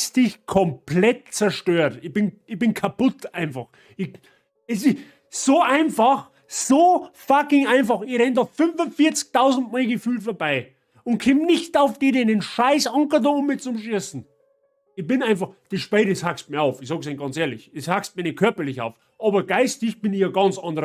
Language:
Bavarian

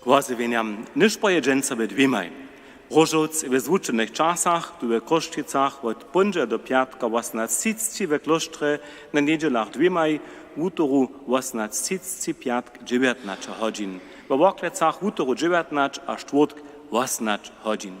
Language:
Upper Sorbian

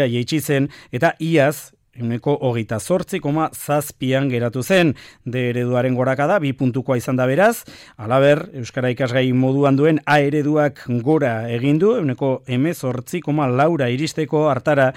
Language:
Basque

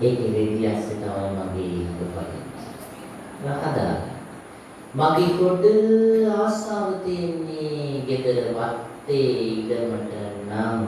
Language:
Sinhala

